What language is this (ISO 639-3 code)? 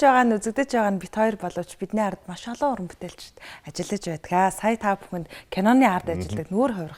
mon